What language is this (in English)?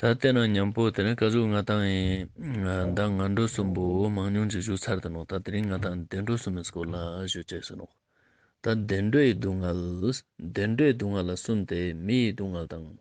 Ladakhi